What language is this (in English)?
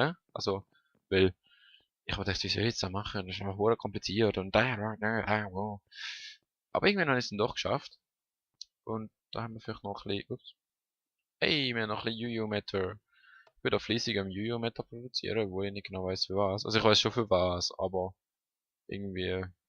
Swiss German